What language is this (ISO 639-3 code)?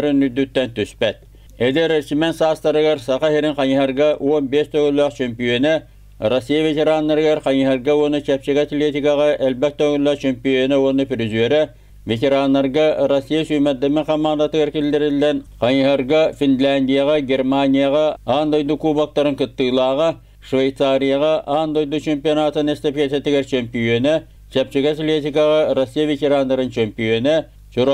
sah